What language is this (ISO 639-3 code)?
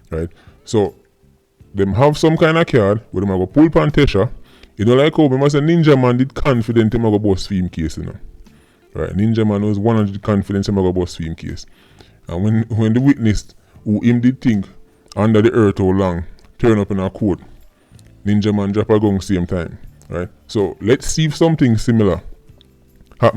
jam